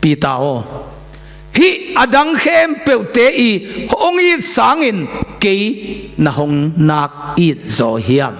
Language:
Tedim Chin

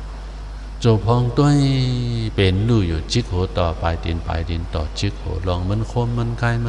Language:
Shan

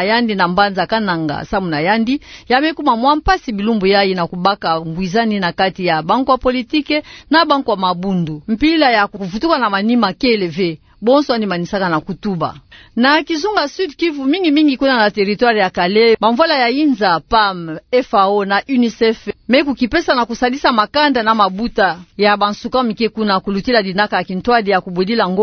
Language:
Kituba (Democratic Republic of Congo)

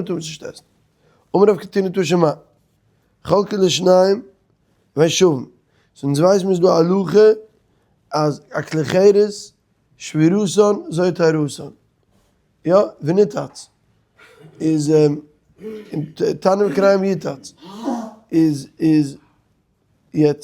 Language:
Yiddish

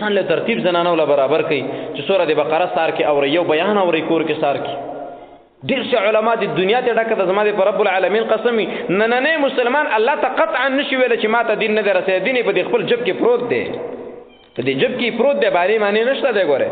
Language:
Pashto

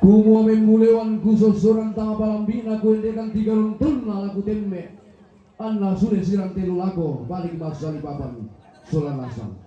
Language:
Toraja-Sa'dan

